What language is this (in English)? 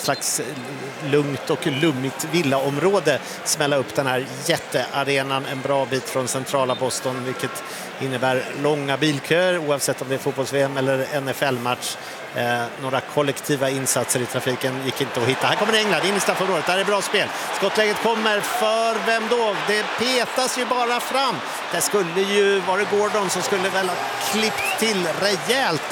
Swedish